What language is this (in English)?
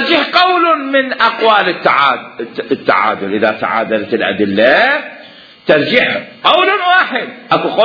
Mesopotamian Arabic